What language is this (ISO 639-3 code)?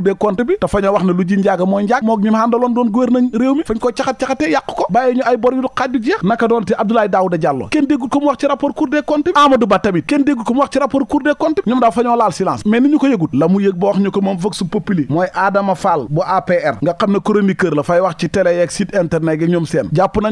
wol